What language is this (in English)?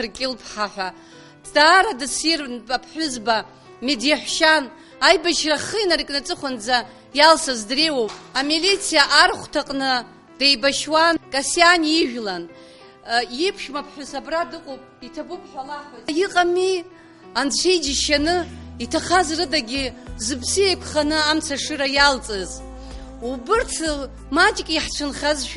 Abkhazian